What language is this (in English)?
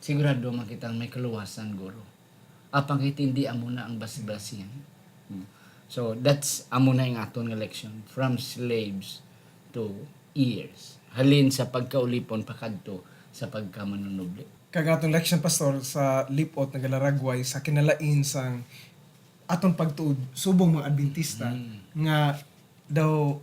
Hiligaynon